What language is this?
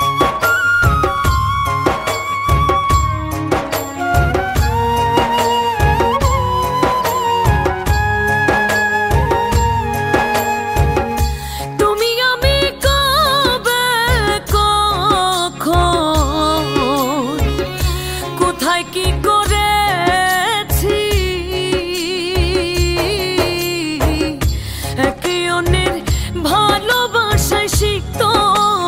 Bangla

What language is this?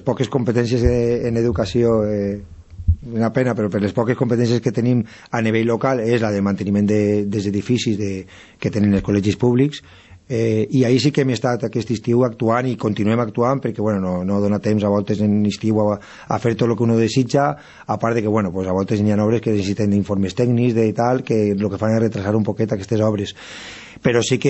Catalan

